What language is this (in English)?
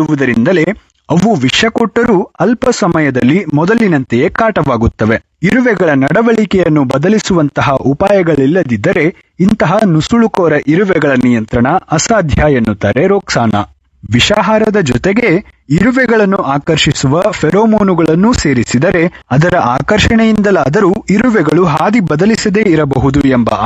Kannada